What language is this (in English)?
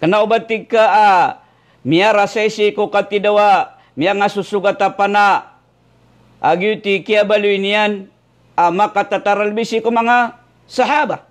Maranao